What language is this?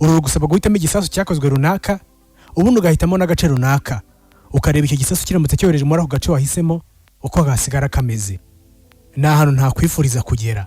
Kinyarwanda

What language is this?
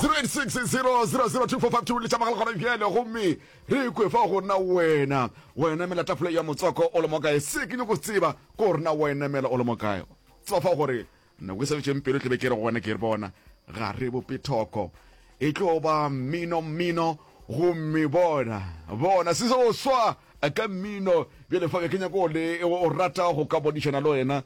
Northern Sotho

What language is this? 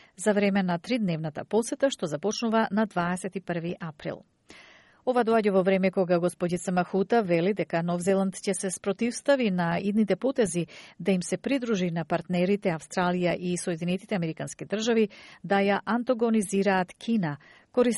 Macedonian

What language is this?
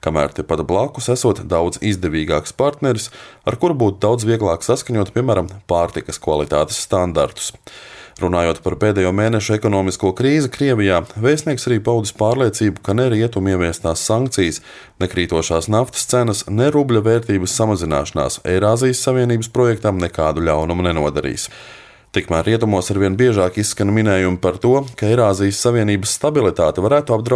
Latvian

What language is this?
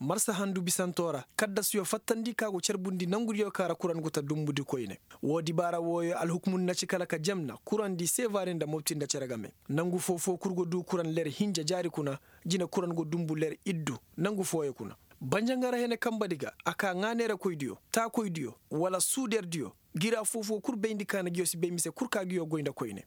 Koyraboro Senni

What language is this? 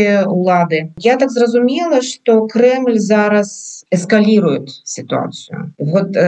Belarusian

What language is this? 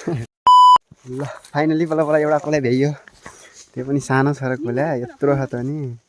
Nepali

